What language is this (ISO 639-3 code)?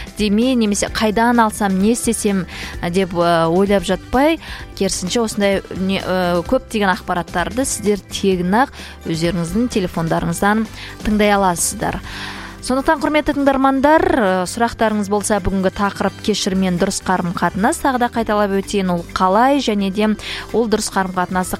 kaz